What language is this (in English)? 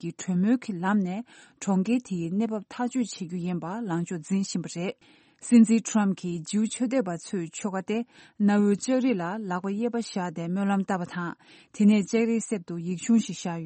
Tibetan